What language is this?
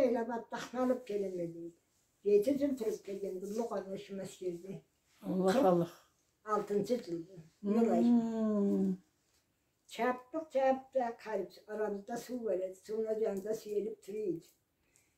Karachay-Balkar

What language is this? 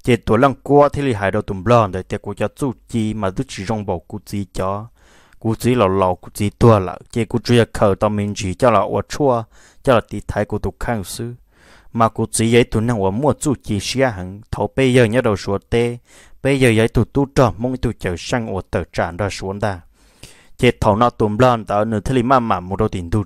Vietnamese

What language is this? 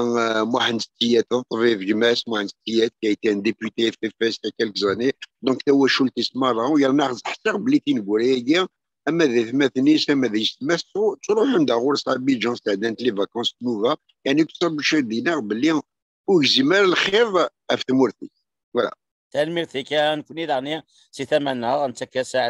Kabyle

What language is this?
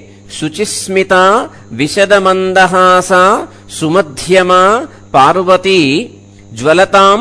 Sanskrit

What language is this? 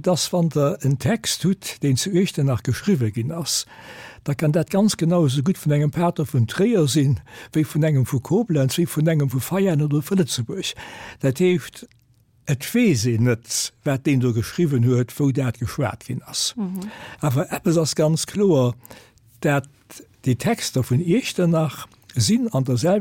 Luxembourgish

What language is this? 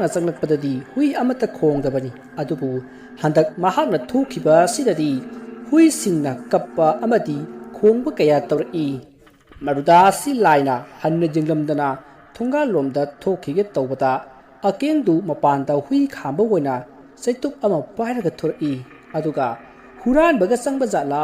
Manipuri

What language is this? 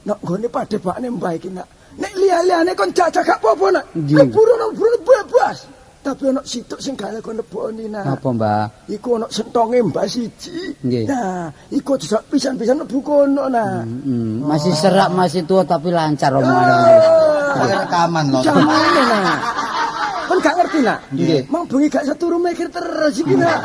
Javanese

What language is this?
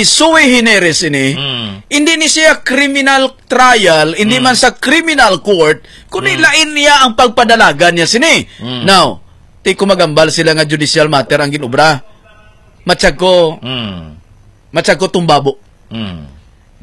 Hiligaynon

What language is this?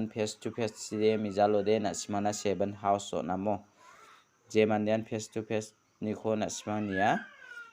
Garo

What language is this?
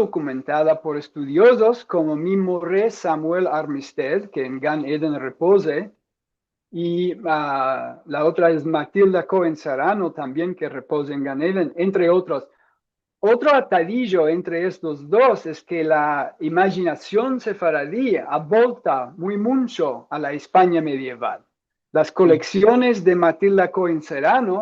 Ladino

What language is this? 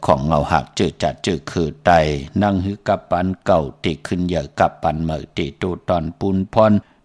Shan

